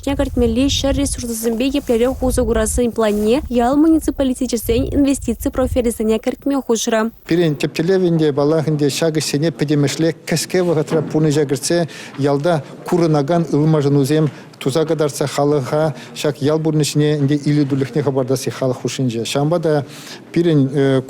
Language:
Chuvash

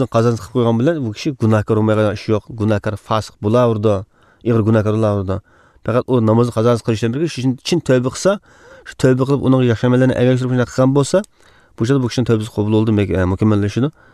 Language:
Uzbek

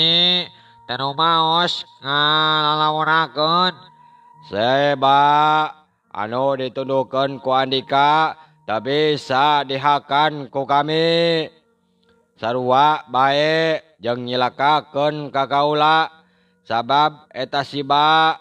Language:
Sundanese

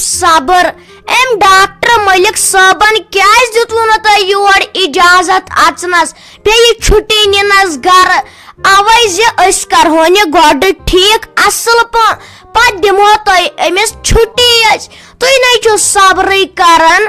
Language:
Kashmiri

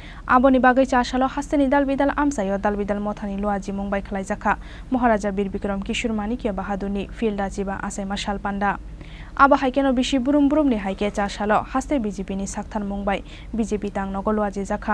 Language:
Kok Borok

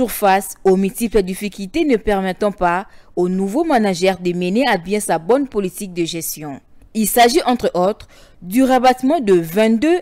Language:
French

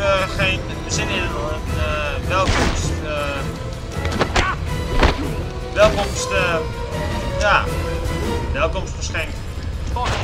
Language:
Dutch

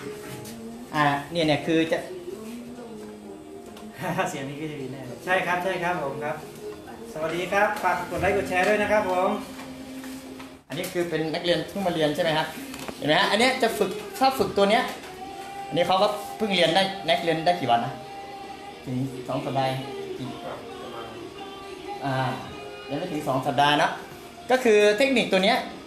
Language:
Thai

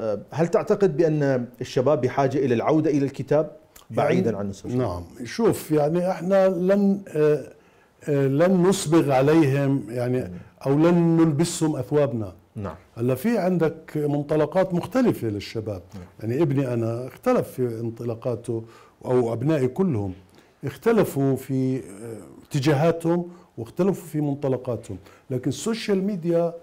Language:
Mesopotamian Arabic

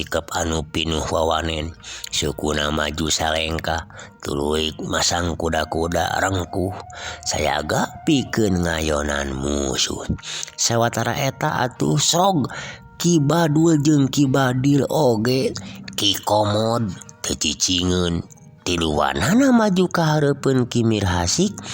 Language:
Sundanese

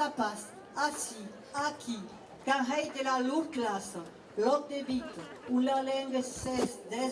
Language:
Occitan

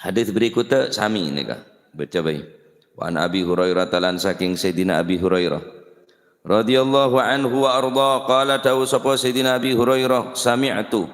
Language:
Madurese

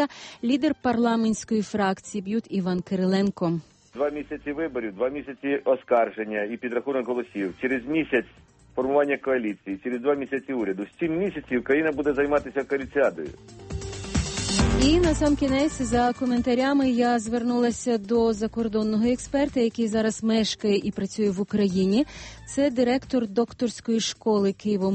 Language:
Ukrainian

